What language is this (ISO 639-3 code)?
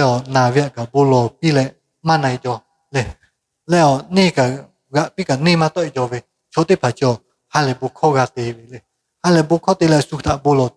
lhu